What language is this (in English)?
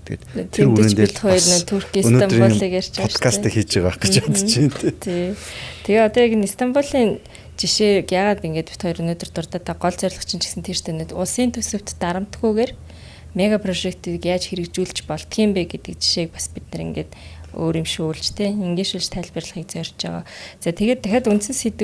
Mongolian